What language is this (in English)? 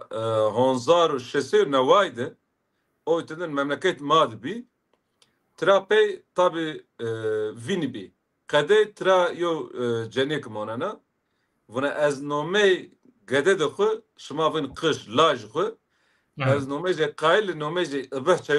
Zaza